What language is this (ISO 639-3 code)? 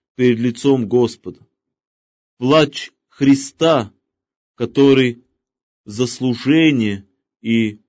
rus